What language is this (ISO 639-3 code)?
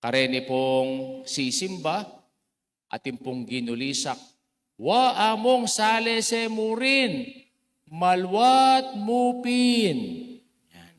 pam